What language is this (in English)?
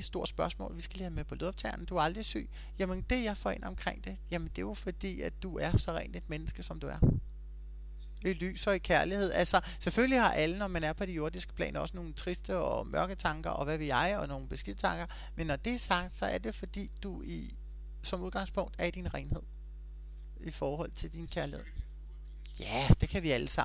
Danish